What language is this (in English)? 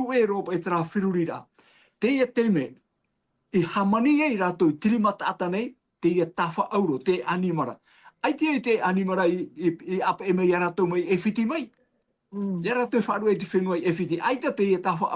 Tahitian